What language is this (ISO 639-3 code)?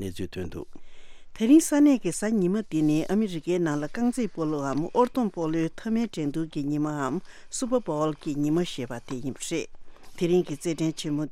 bod